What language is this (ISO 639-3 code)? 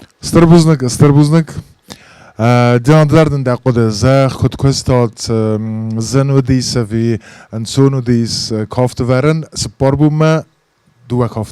oss